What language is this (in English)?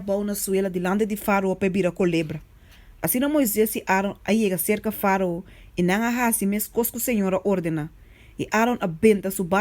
Papiamento